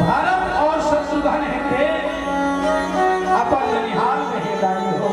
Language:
Chhattisgarhi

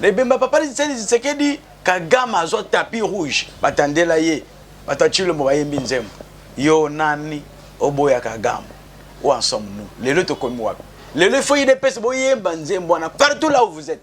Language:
Lingala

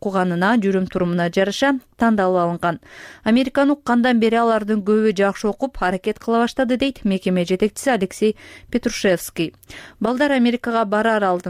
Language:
Kyrgyz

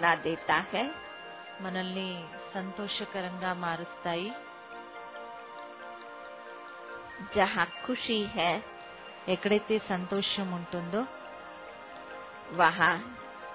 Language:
Telugu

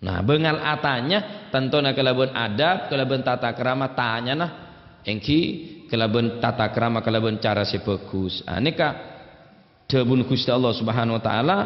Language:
Madurese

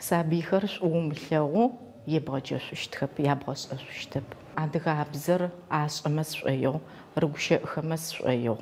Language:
Adyghe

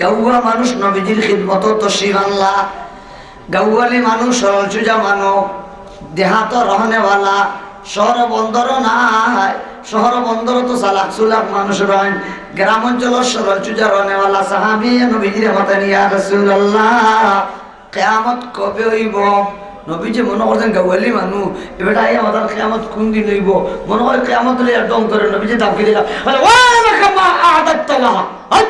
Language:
Sylheti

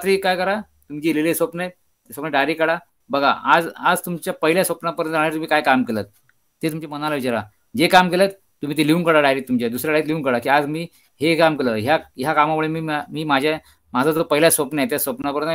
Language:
Marathi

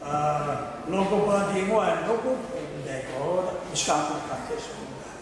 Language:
Kachin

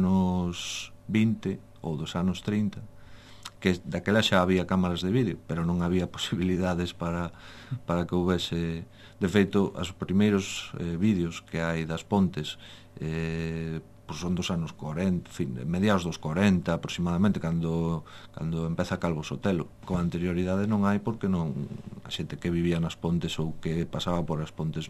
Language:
Galician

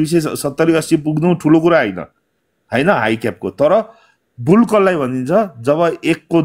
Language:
Nepali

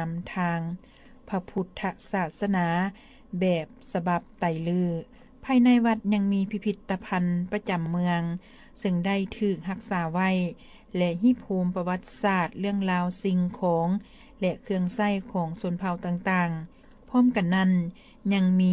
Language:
Lao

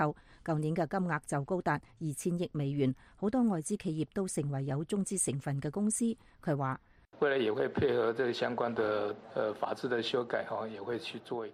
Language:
Cantonese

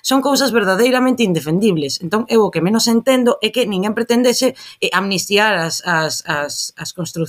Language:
Galician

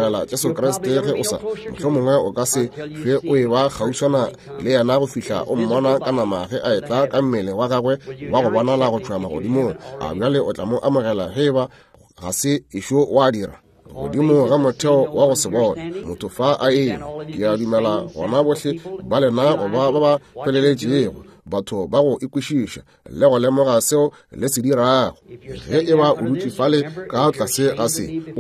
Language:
Northern Sotho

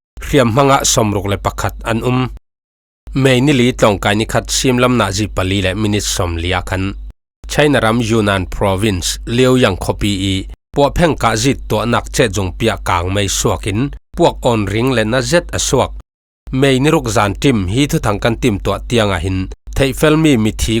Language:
Falam Chin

